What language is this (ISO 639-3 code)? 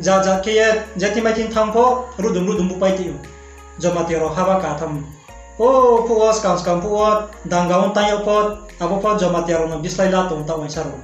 ria